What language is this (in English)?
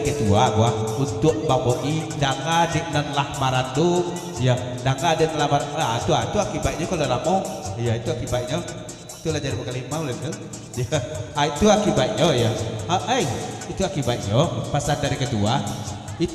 Minangkabau